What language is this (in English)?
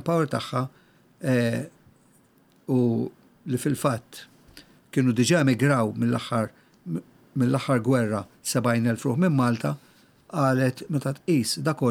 Maltese